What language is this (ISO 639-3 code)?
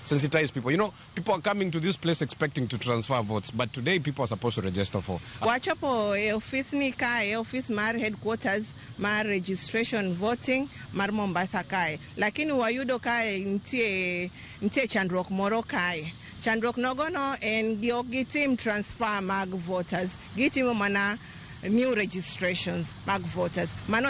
luo